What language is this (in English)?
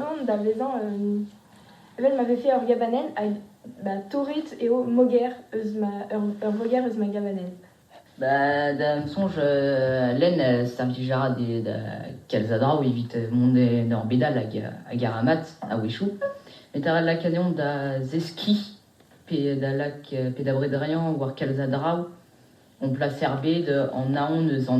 Breton